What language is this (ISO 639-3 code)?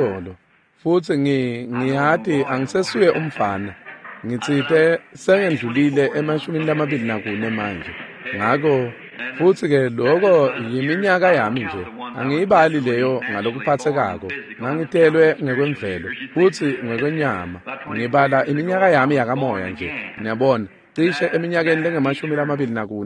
ssw